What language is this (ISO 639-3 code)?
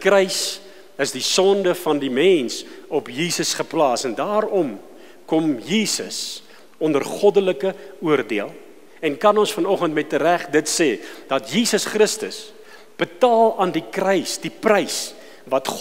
afr